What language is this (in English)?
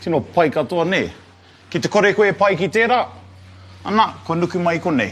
Māori